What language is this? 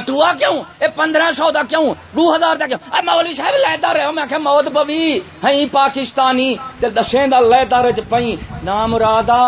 Saraiki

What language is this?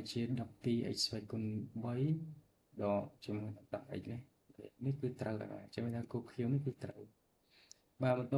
Khmer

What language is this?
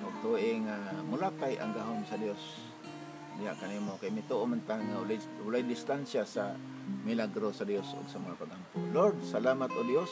Cebuano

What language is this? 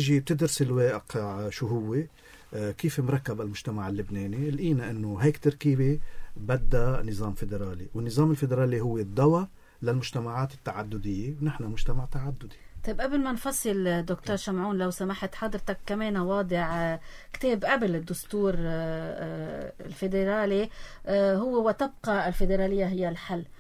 North Levantine Arabic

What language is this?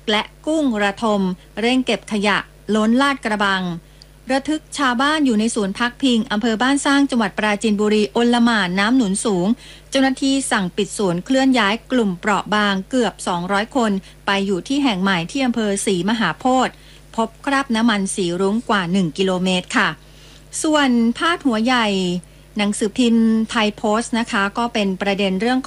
Thai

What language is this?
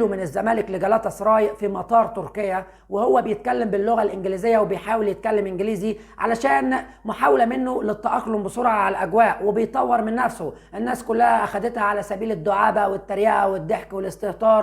Egyptian Arabic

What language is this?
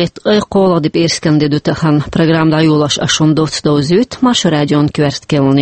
Chechen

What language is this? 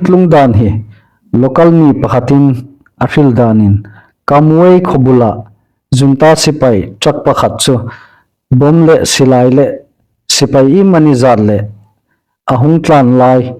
Hmar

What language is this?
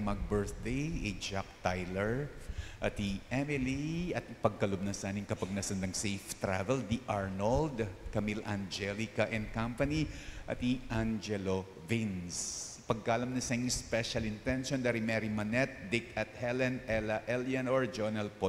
Pampanga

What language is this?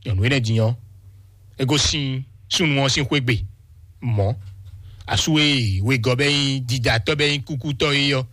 Fon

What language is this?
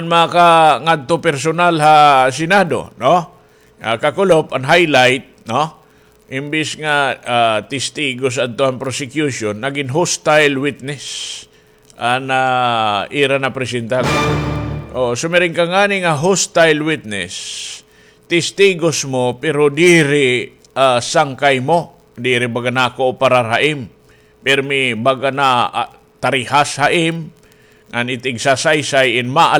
Waray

